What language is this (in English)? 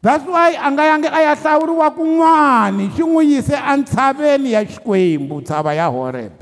Tsonga